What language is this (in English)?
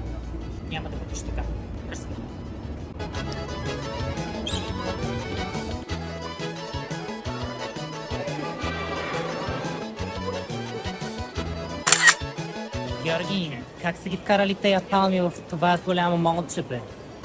Bulgarian